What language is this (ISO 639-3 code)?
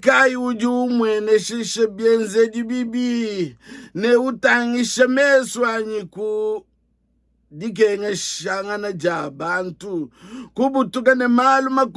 lua